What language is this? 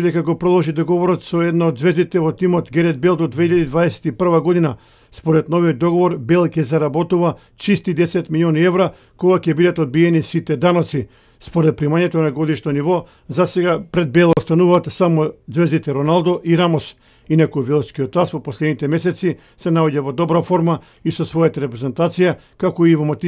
Macedonian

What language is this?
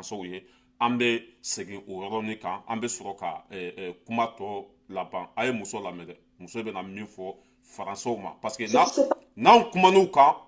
Bambara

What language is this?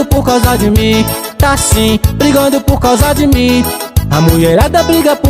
Portuguese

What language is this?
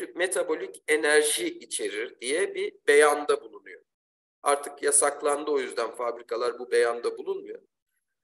Turkish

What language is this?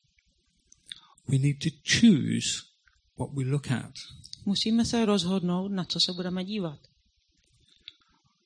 Czech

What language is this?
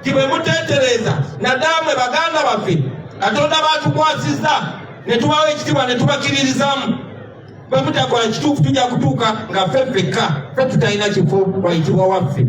Ganda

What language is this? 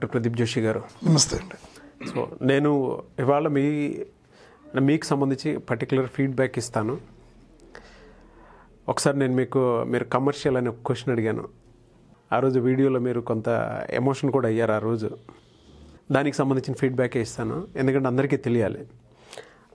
Telugu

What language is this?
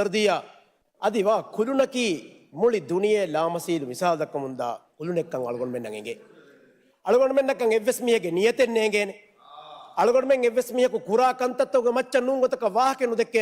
Divehi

